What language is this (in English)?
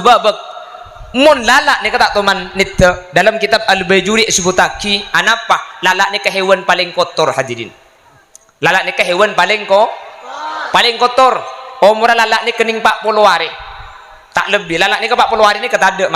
Madurese